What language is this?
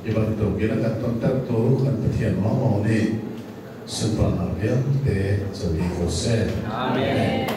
Hakha Chin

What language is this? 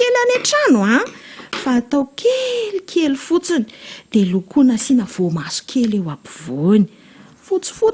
Malagasy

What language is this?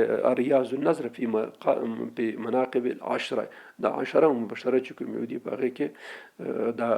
Pashto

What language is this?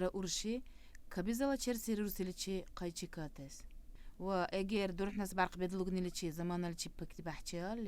Dargwa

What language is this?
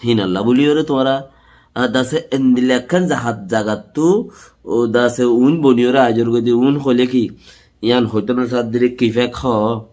Rohingya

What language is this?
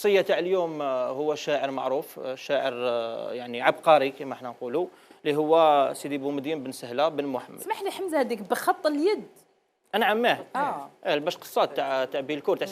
Algerian Arabic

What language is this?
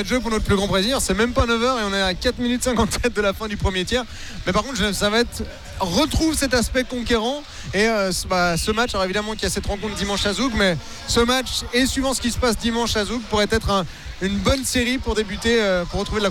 French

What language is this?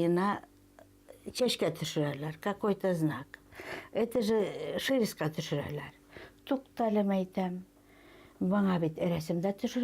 Bashkir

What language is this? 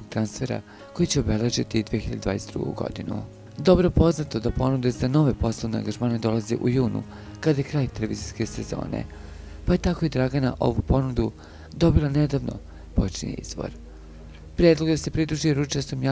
Serbian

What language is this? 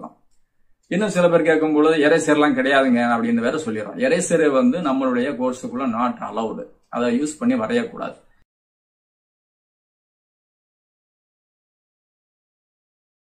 Tamil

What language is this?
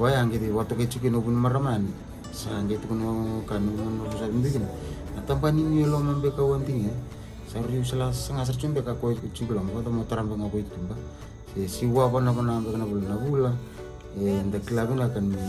Fijian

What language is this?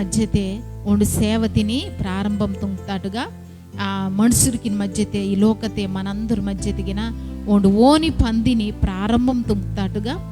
Koya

